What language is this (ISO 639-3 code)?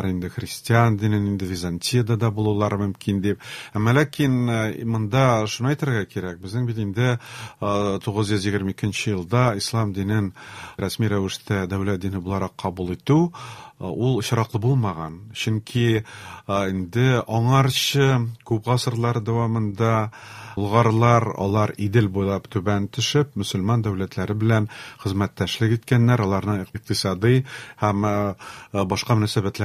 tat